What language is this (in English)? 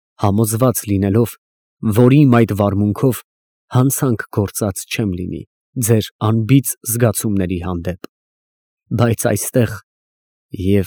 Armenian